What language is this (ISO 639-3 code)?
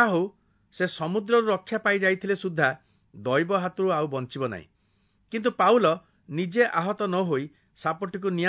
ori